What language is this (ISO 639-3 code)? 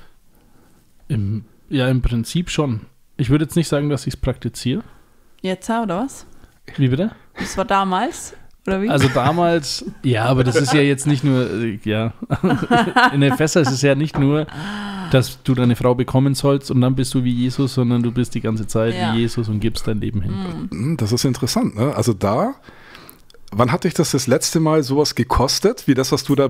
deu